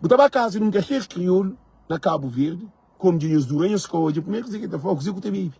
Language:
Kabuverdianu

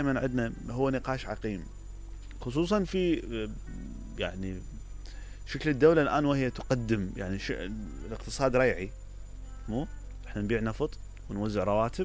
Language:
Mesopotamian Arabic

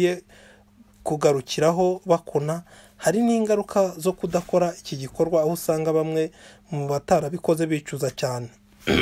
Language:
Kinyarwanda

